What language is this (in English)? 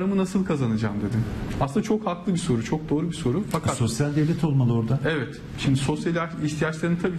Turkish